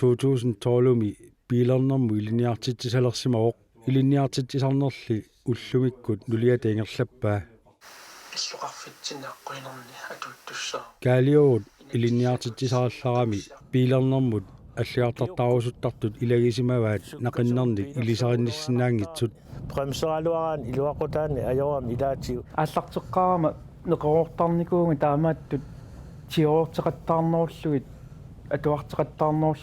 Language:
Kalaallisut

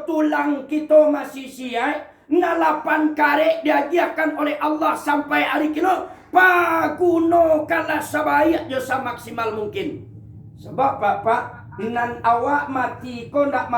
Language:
Minangkabau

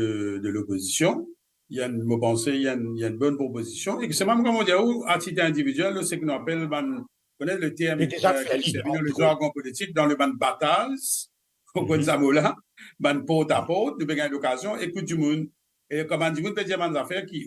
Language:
Morisyen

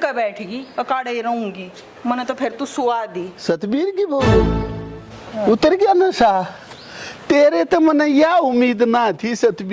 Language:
Haryanvi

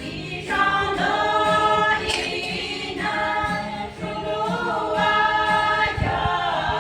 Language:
Yimchungru Naga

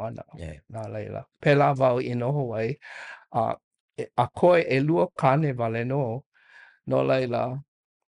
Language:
Hawaiian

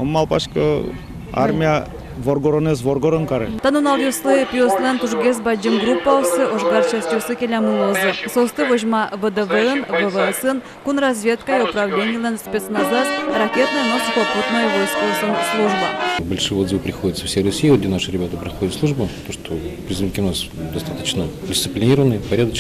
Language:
Udmurt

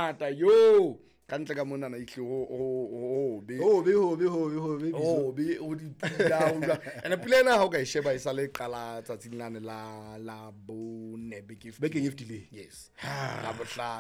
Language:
Southern Sotho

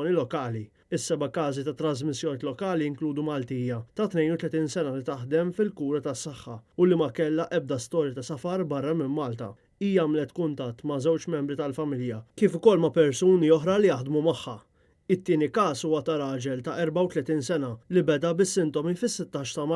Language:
Maltese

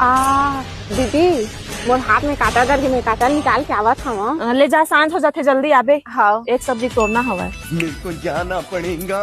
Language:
Chhattisgarhi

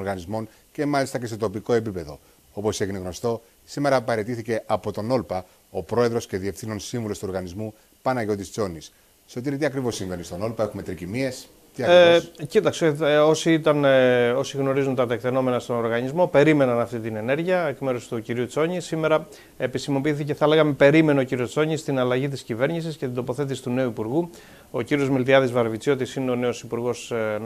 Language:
Greek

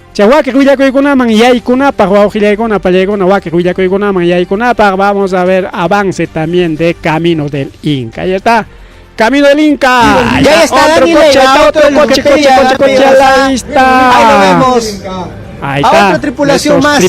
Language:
Ayacucho Quechua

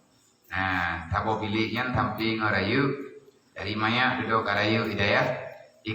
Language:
Achinese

